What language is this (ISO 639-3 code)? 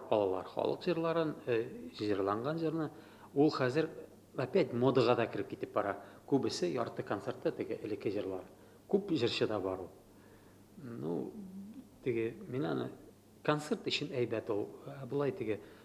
tat